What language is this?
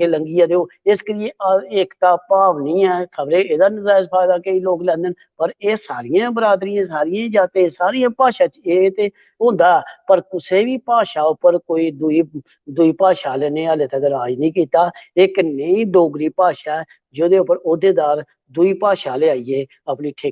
Dogri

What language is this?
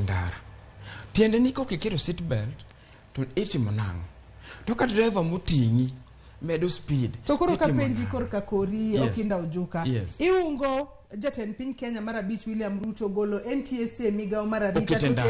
Luo (Kenya and Tanzania)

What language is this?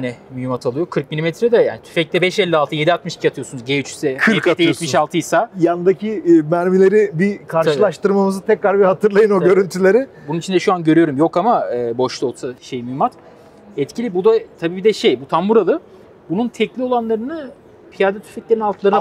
Turkish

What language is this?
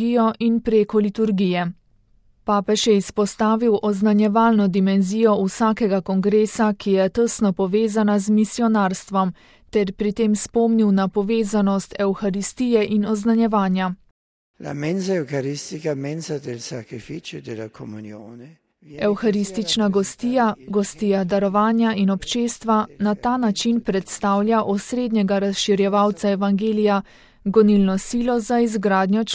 Slovenian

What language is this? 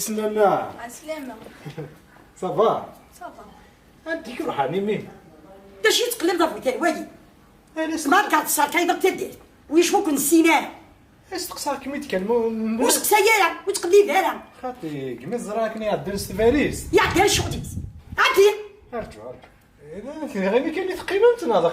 Kabyle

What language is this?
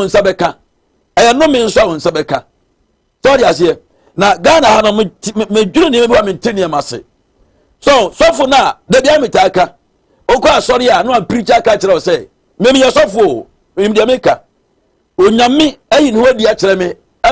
Akan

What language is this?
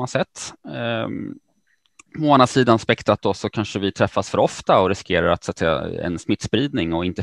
Swedish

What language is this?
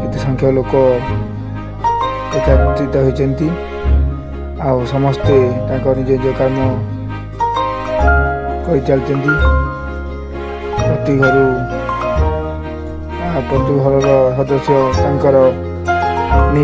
Odia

